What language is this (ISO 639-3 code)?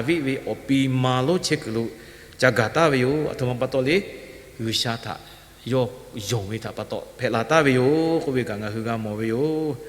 lhu